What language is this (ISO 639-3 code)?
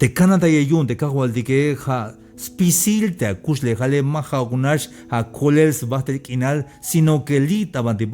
tzh